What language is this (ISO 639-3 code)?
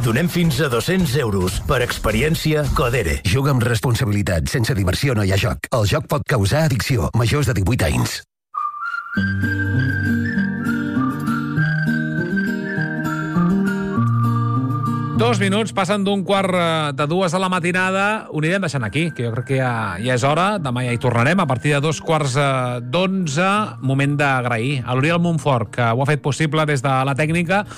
cat